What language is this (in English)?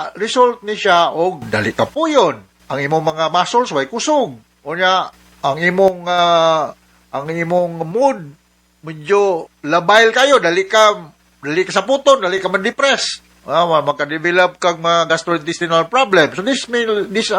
Cebuano